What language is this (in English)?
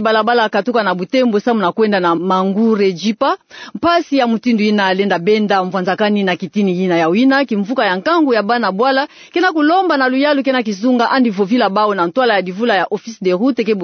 Kituba (Democratic Republic of Congo)